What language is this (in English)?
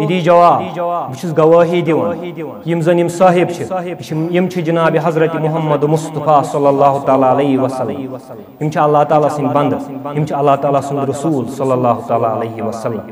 Kashmiri